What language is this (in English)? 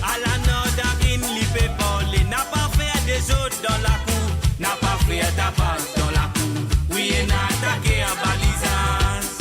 Morisyen